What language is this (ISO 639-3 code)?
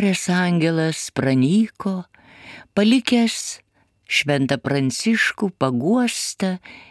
lit